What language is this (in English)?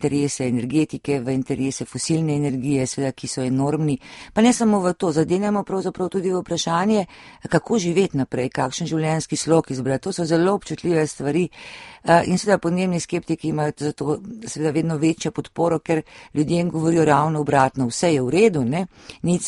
Slovenian